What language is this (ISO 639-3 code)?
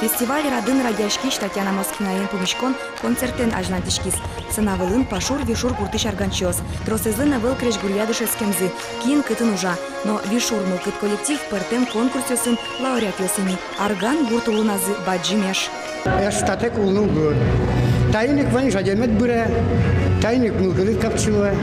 udm